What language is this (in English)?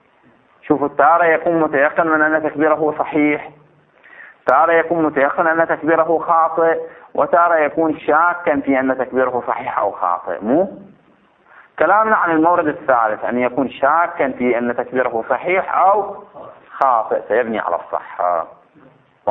Arabic